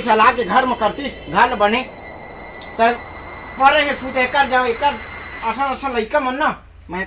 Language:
Chhattisgarhi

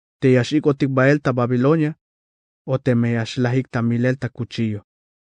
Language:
Tzeltal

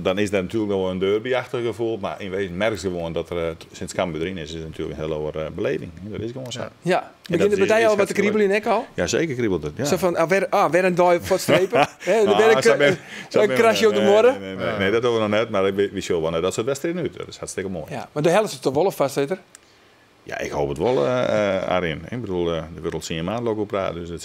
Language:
Western Frisian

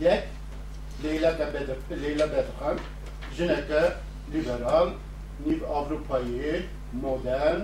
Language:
Kurdish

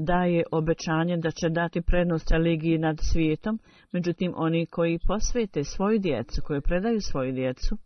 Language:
Bosnian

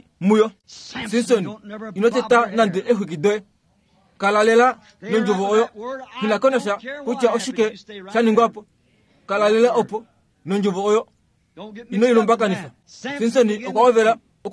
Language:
Kuanyama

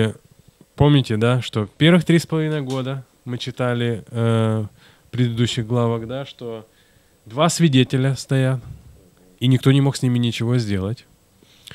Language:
Russian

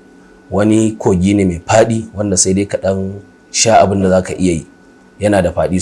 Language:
Hausa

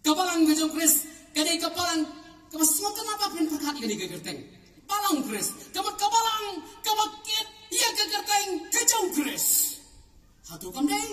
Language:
Khasi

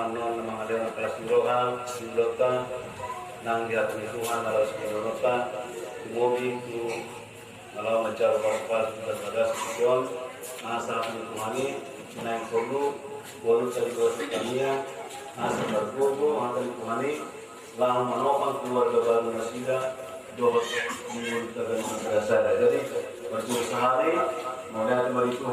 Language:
Batak Toba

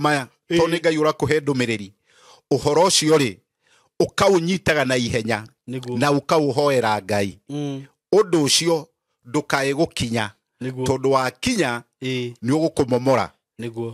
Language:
Kikuyu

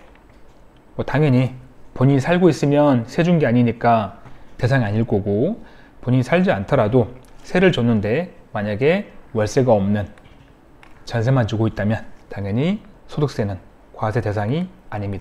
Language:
Korean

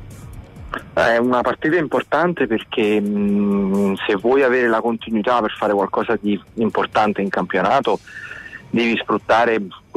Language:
Italian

